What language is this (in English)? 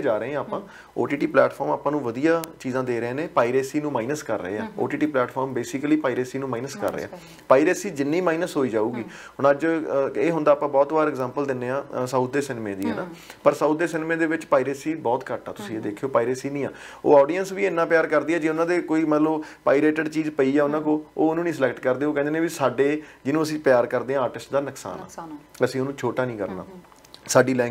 Punjabi